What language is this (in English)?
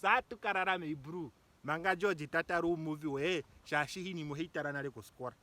Ndonga